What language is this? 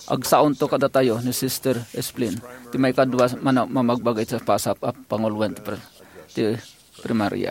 Iloko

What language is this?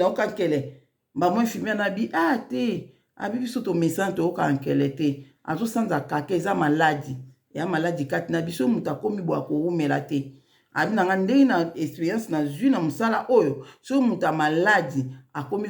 Lingala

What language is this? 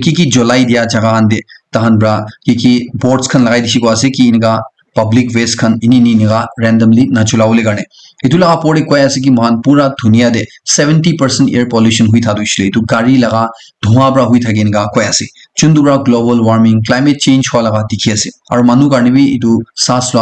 Naga Pidgin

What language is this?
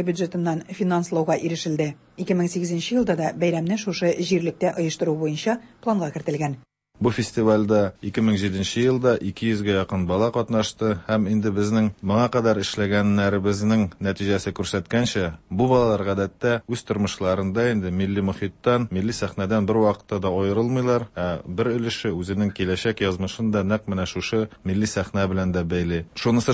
Tatar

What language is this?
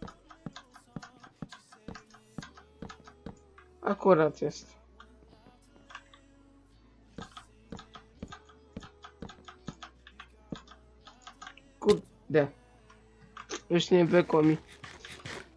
Polish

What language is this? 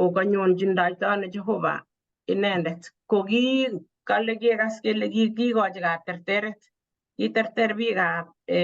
Kalenjin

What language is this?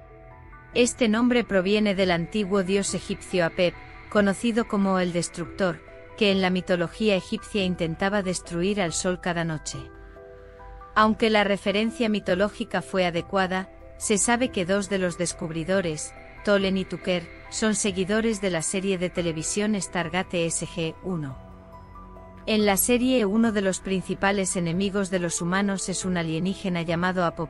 Spanish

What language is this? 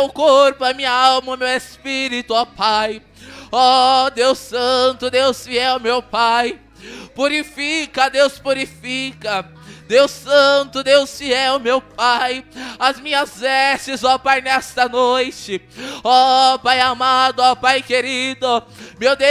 Portuguese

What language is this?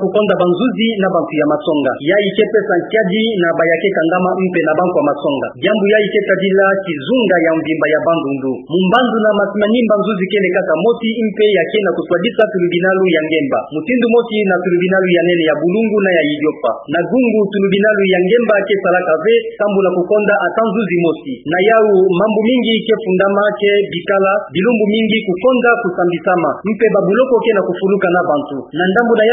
Kituba (Democratic Republic of Congo)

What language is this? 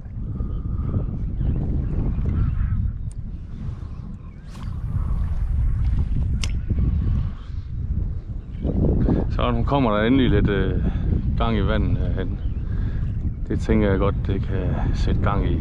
Danish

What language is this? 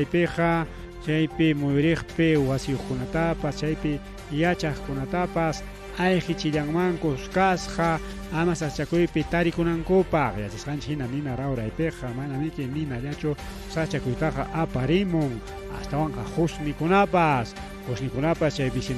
Ayacucho Quechua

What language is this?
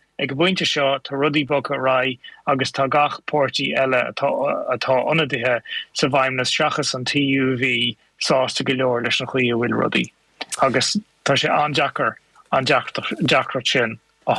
Irish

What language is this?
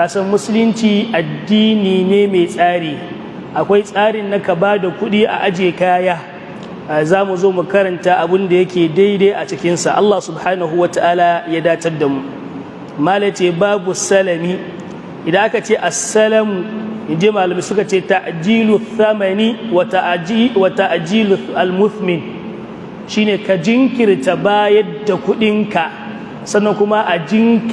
Hausa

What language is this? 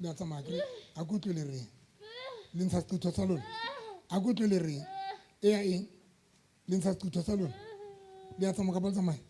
Southern Sotho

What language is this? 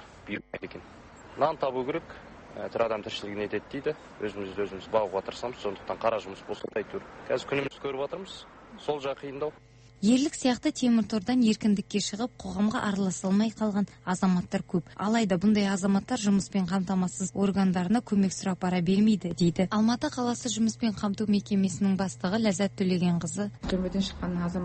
Kazakh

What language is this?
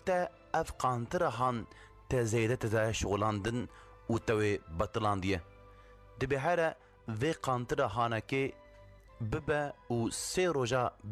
Kurdish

